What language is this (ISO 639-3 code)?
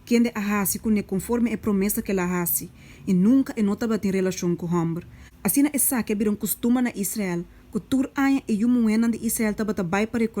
pap